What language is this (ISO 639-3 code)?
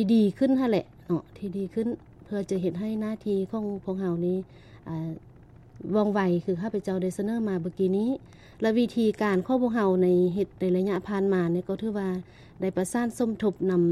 lao